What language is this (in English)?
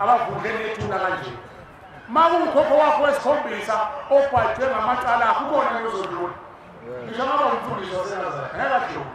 Zulu